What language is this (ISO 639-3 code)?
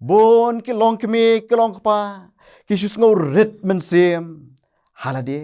kha